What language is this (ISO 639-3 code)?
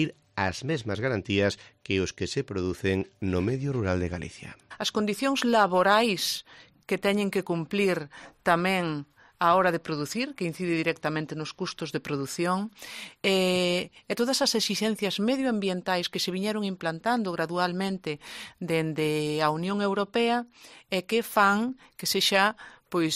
glg